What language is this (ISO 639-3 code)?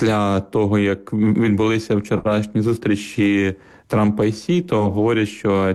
ukr